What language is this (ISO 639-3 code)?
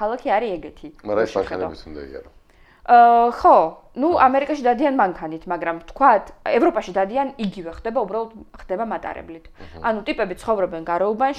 kat